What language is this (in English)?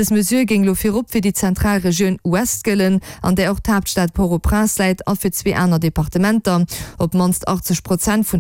Luxembourgish